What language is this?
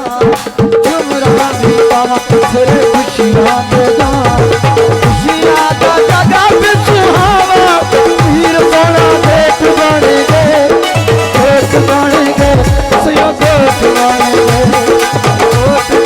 Saraiki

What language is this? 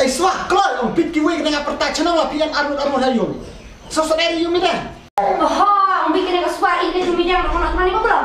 Khasi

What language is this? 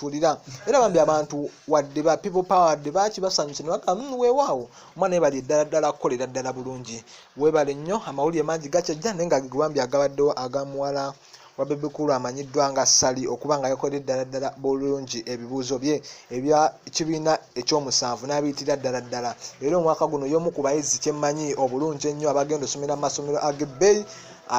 Ganda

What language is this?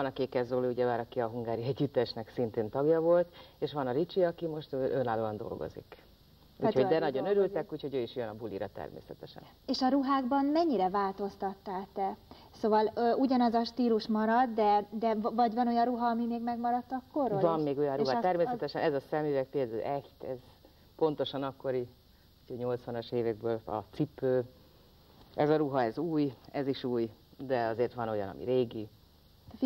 Hungarian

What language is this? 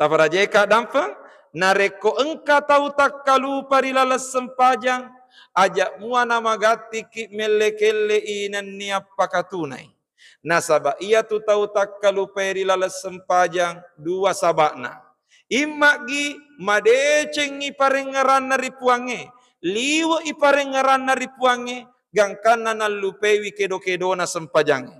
Buginese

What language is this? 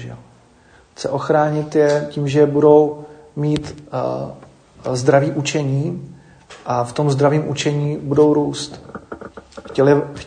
Czech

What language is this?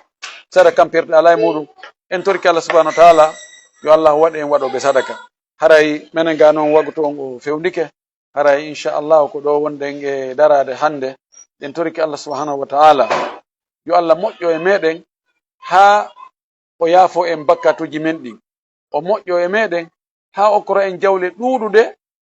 Fula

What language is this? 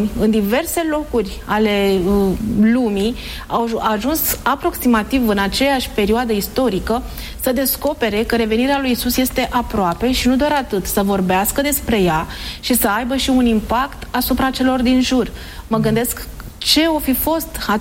Romanian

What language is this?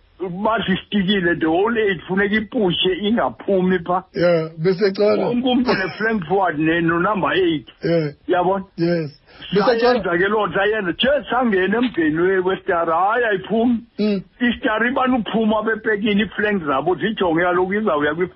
Xhosa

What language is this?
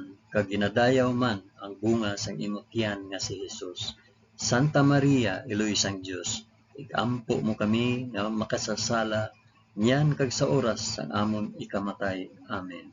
Hiligaynon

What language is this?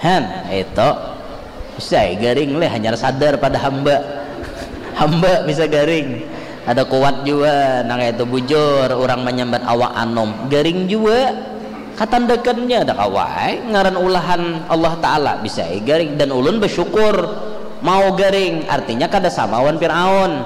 Banjar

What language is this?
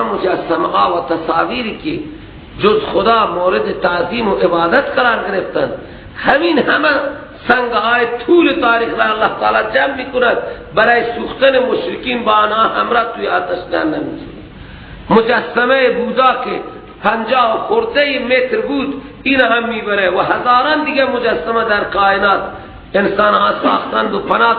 Persian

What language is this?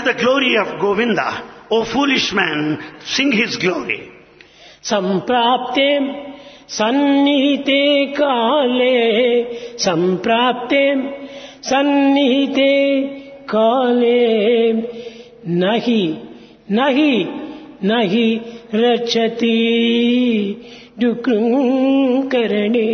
Telugu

